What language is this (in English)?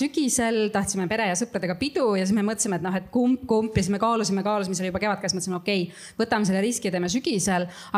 Estonian